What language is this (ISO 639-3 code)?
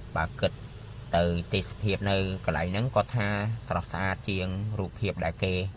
khm